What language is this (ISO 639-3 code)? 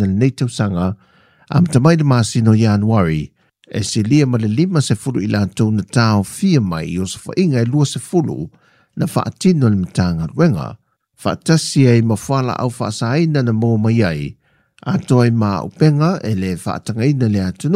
smo